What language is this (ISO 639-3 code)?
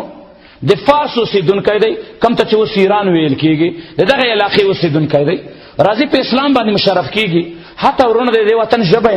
pus